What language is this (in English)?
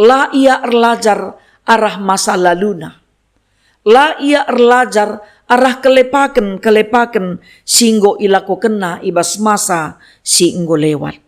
Batak Karo